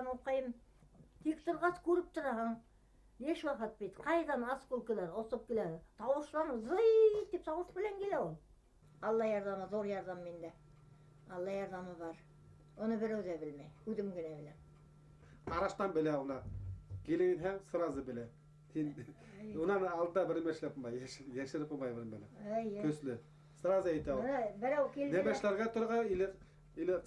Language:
Bashkir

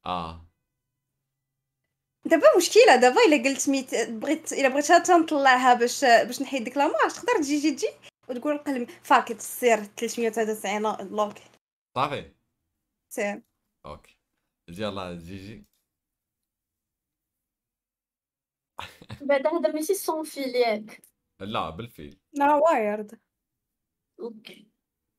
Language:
Moroccan Arabic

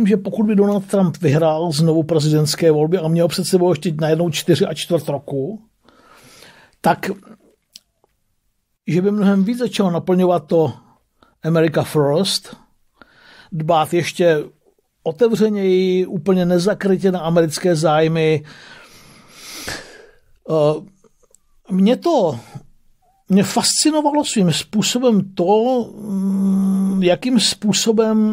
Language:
Czech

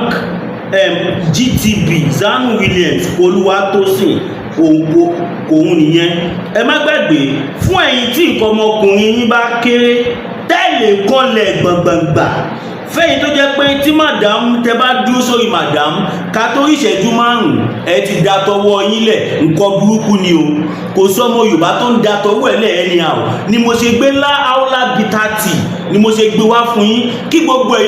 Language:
Yoruba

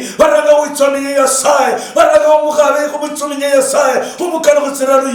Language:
Luyia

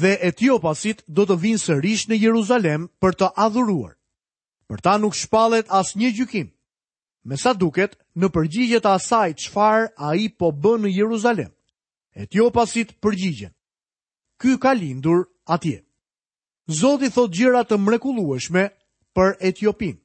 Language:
Albanian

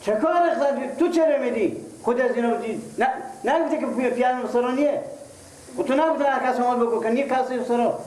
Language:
Persian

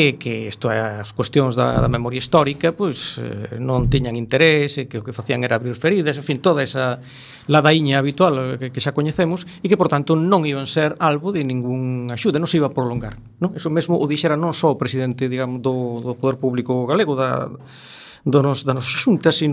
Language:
Galician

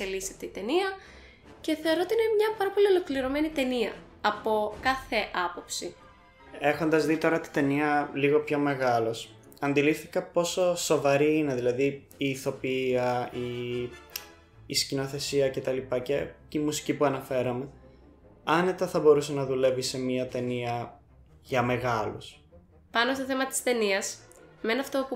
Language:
Greek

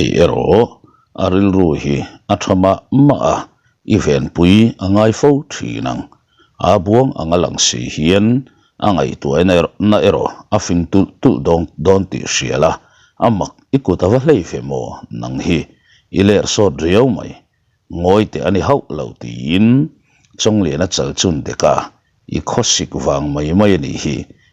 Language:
Mizo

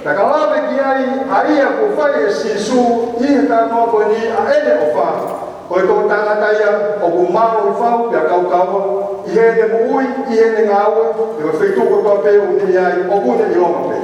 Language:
Tongan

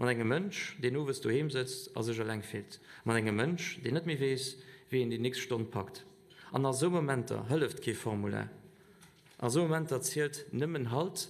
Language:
Luxembourgish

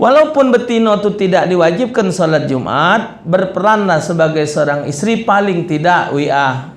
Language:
Musi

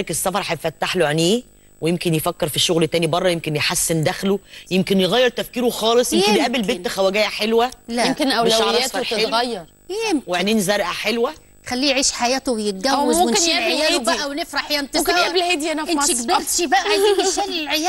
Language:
Egyptian Arabic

